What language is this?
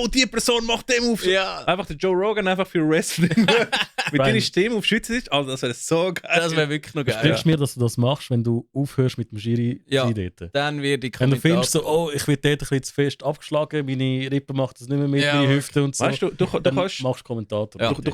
Swiss German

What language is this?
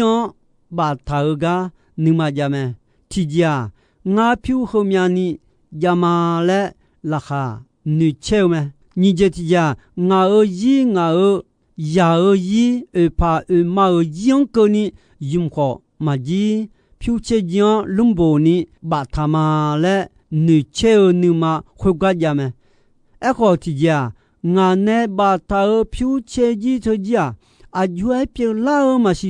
Akha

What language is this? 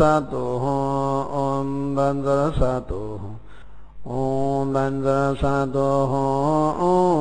Sanskrit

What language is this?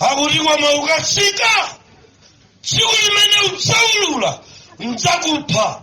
Nyanja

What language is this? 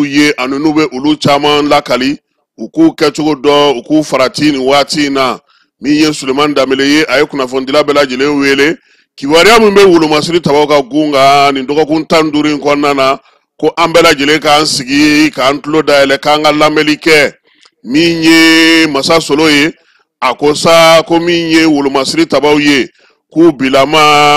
Bambara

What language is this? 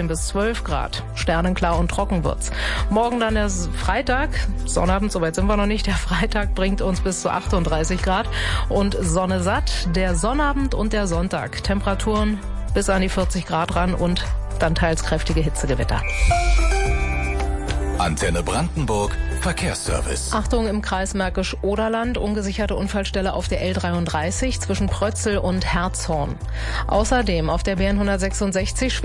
German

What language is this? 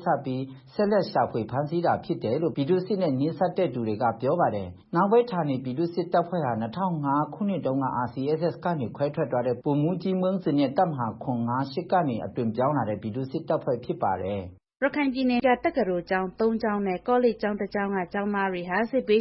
Burmese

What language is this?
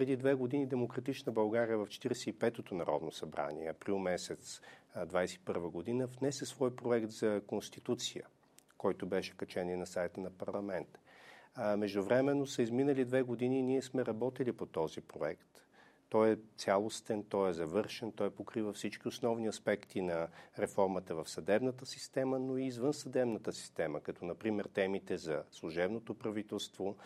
Bulgarian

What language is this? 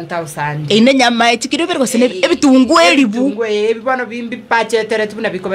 Gusii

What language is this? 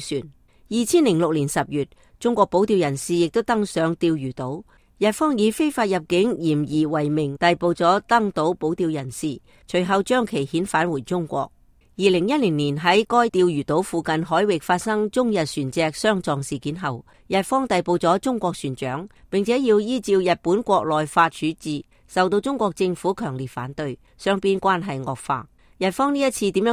Cantonese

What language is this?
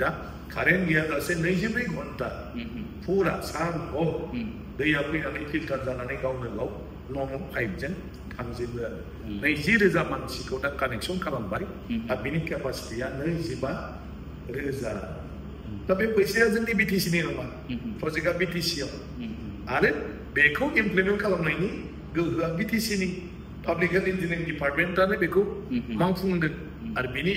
Bodo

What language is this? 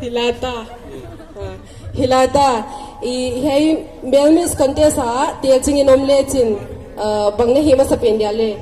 Paite Chin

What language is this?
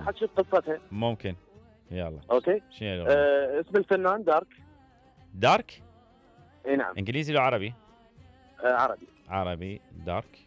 Mesopotamian Arabic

